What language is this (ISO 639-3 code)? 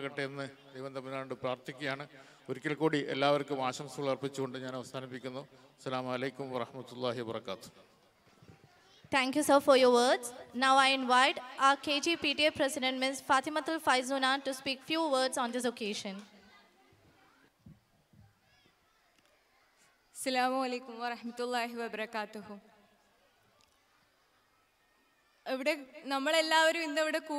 mal